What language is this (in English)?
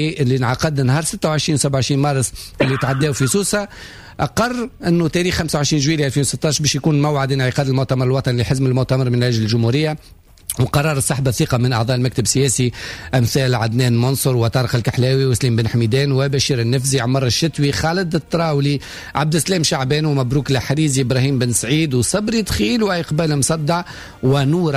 Tunisian Arabic